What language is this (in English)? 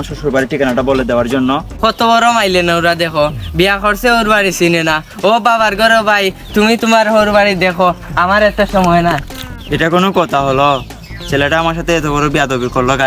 Sylheti